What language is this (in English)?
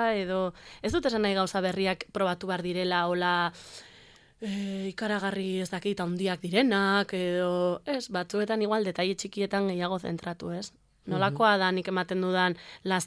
Basque